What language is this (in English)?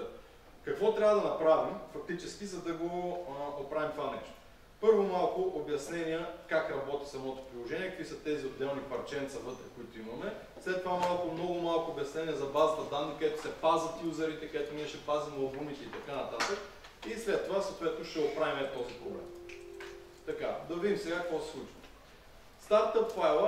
Bulgarian